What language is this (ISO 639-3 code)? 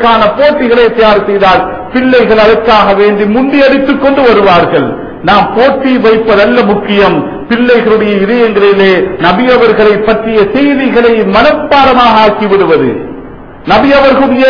tam